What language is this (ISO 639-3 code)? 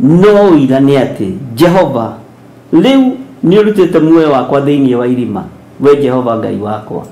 kik